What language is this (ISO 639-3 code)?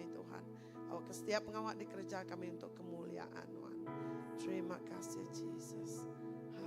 iba